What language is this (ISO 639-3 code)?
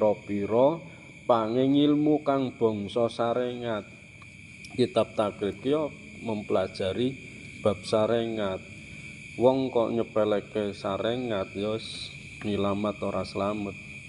jav